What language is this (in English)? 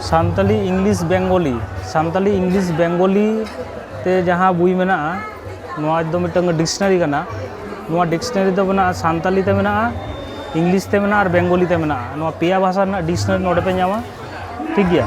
Santali